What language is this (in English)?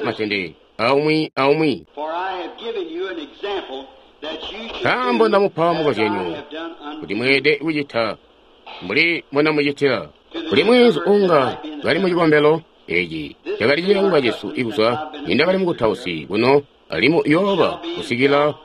Tonga (Zambia)